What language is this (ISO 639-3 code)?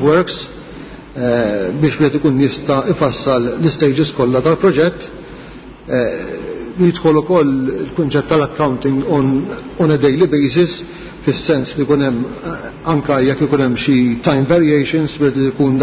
mlt